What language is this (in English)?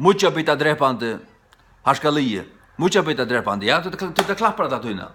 Faroese